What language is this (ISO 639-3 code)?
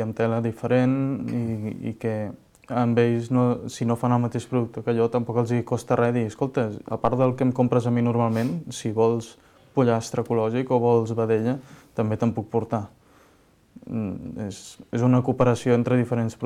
cat